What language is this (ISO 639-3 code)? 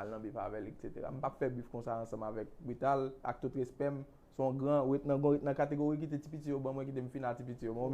hat